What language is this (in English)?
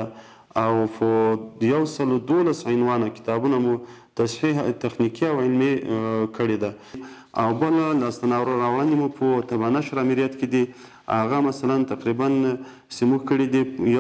Pashto